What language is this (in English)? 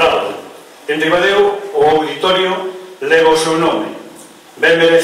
Galician